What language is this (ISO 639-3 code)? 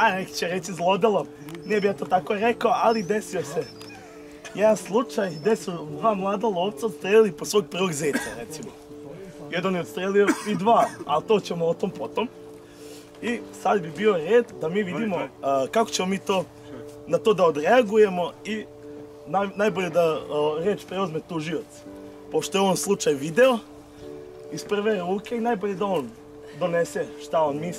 srp